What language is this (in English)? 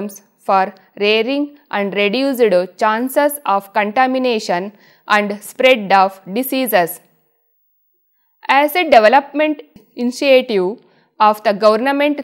English